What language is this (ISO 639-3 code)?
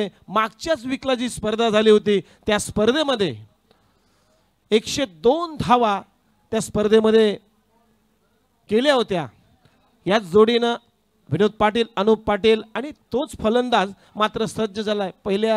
mar